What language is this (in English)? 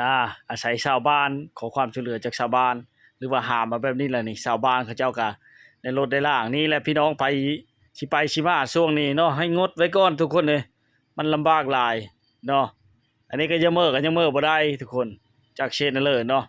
Lao